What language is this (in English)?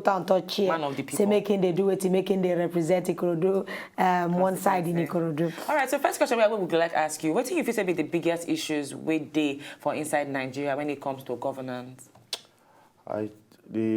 Nigerian Pidgin